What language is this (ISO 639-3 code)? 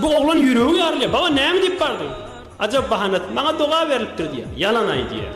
tuk